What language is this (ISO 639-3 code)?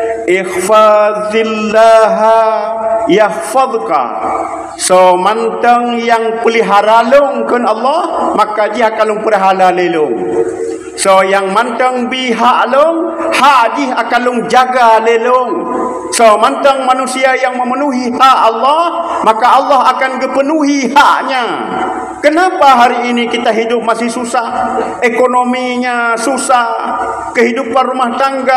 ace